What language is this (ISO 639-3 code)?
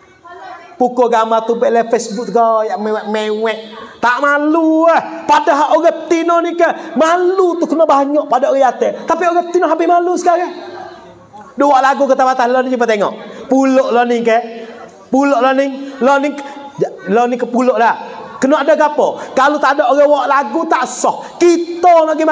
mfa